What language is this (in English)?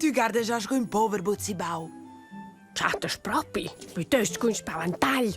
Romansh